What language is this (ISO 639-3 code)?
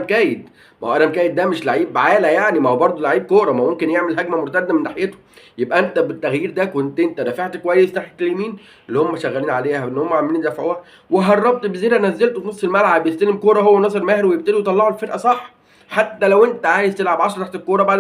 arz